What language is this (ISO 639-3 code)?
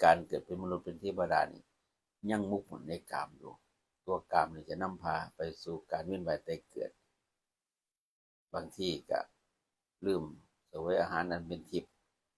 lao